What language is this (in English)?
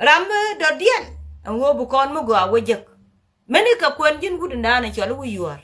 Nuer